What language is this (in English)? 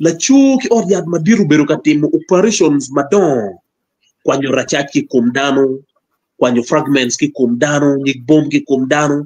Acoli